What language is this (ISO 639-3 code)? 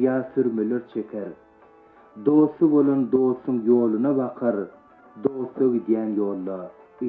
tuk